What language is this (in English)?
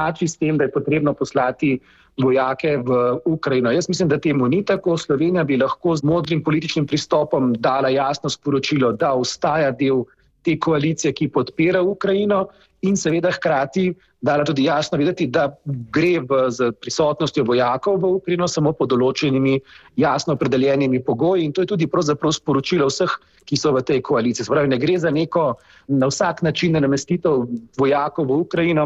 Slovenian